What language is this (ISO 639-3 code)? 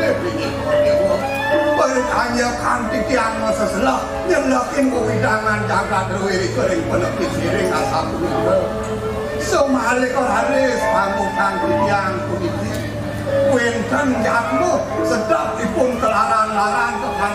ban